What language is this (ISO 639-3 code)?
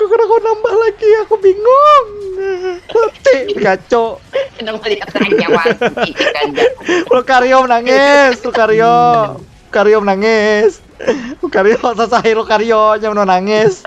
bjn